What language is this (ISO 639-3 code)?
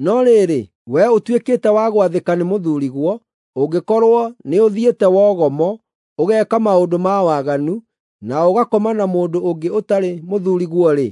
kik